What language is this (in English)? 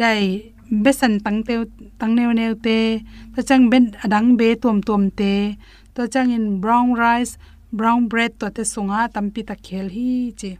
Tedim Chin